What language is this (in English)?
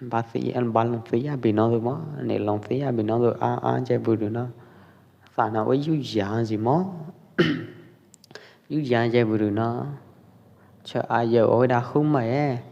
Pwo Eastern Karen